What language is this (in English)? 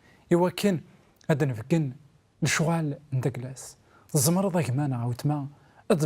Kabyle